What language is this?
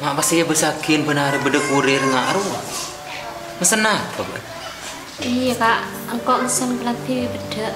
Madurese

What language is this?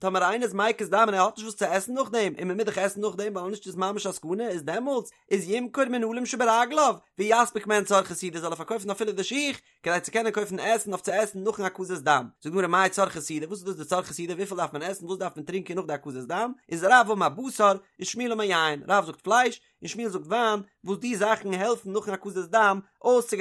Yiddish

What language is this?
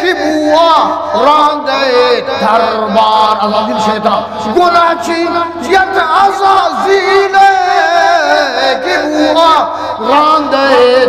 Eastern Balochi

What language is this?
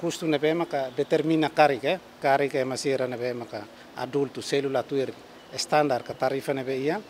Tetum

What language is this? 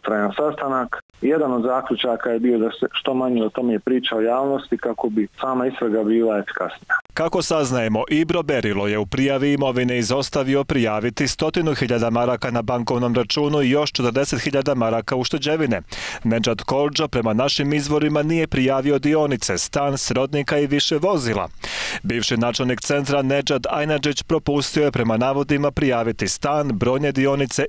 Bosnian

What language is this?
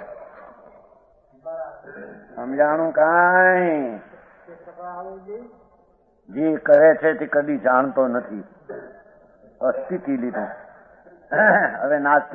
Gujarati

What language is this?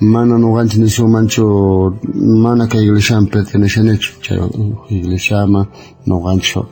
South Bolivian Quechua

